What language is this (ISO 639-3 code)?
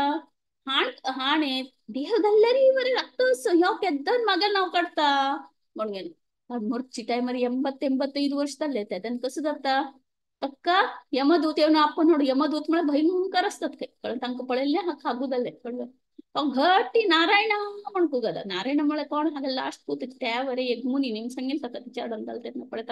kok